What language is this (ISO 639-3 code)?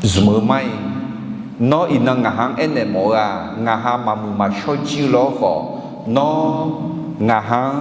ahk